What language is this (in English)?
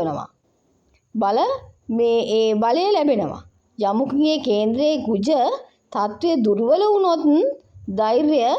Sinhala